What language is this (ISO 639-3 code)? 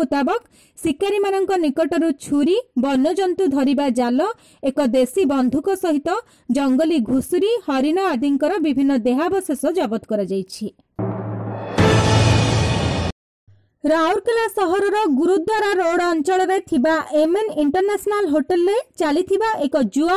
ori